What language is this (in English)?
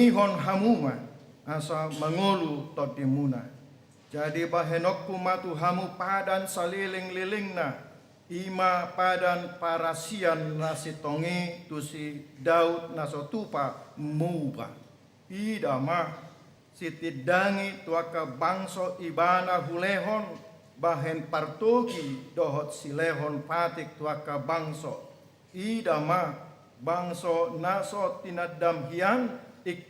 Batak Toba